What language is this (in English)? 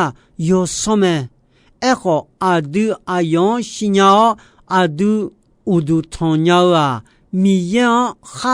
Akha